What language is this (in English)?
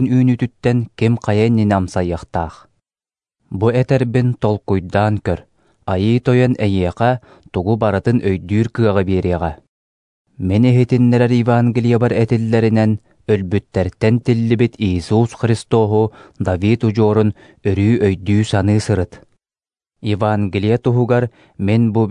Yakut